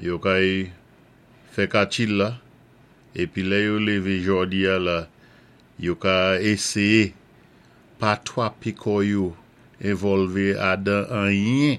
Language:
Saint Lucian Creole French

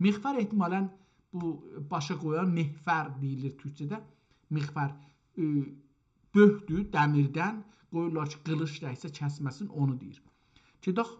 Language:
South Azerbaijani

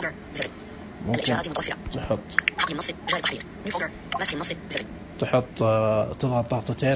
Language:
Najdi Arabic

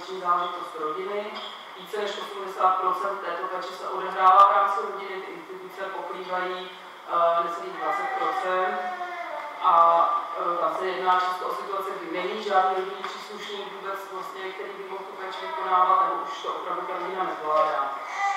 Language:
Czech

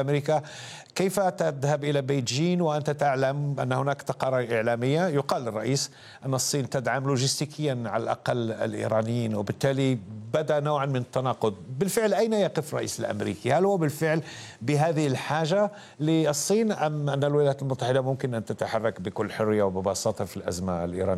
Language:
Arabic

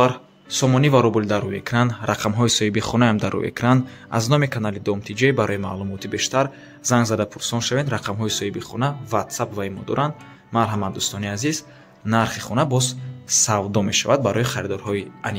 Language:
Tajik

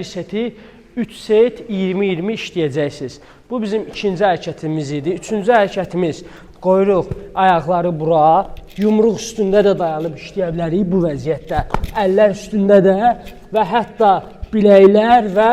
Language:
Azerbaijani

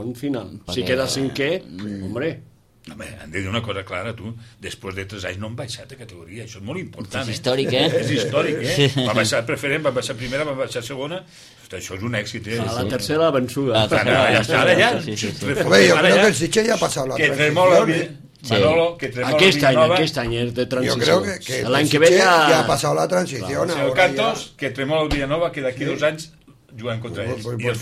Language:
Catalan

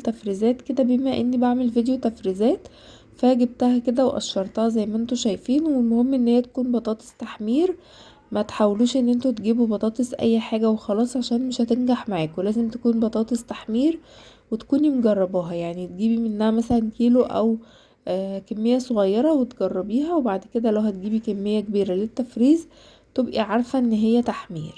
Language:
Egyptian Arabic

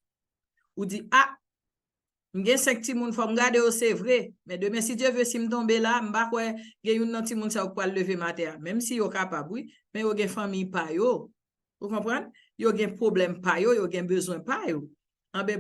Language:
Haitian Creole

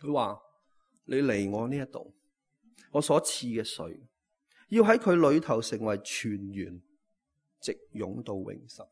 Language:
Cantonese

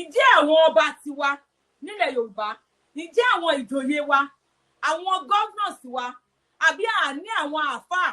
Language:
Yoruba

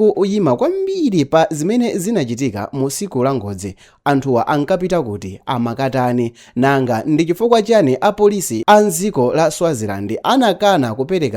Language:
Nyanja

